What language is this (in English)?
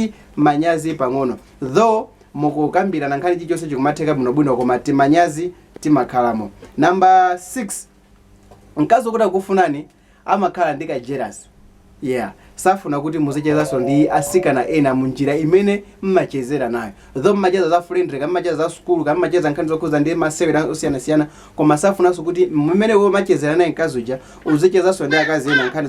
Nyanja